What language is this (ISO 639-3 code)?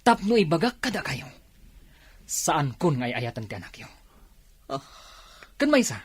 ilo